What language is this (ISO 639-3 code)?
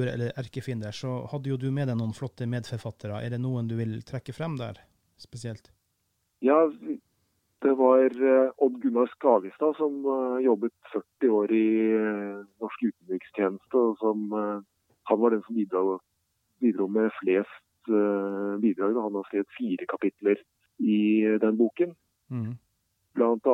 nor